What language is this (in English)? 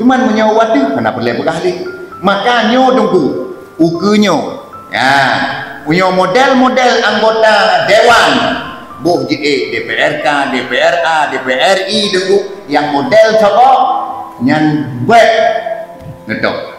Achinese